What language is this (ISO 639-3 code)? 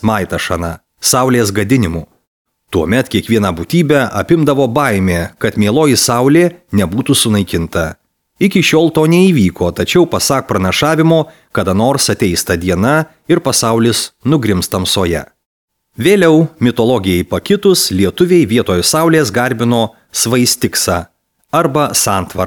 lit